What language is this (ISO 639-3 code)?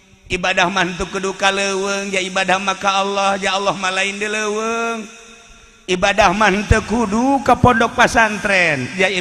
sun